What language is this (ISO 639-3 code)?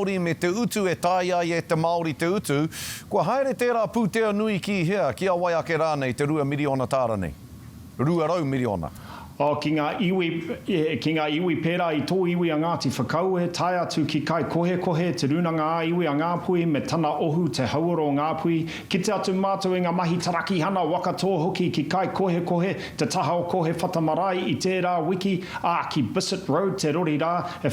mri